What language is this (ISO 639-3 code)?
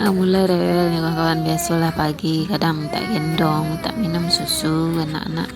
min